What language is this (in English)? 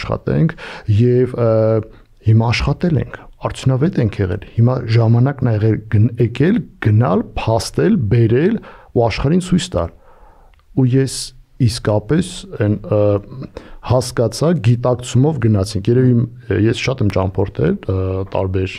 Armenian